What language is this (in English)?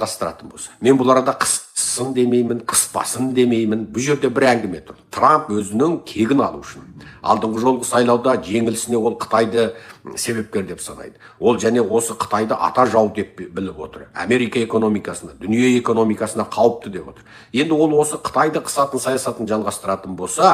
Kazakh